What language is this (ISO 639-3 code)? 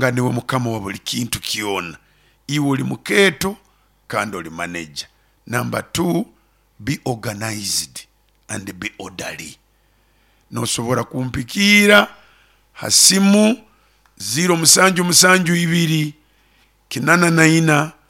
nyo